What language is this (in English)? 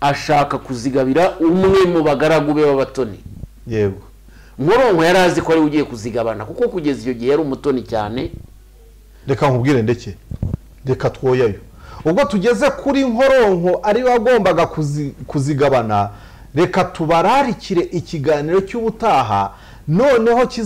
Kinyarwanda